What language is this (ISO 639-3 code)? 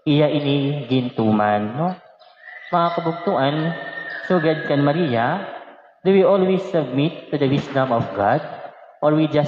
war